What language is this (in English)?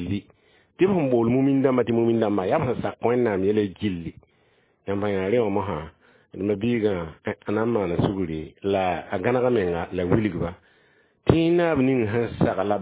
Mossi